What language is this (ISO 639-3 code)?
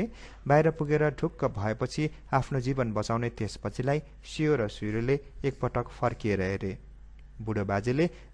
nep